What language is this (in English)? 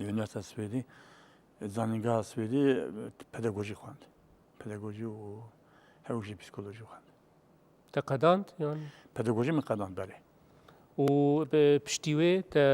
Kurdish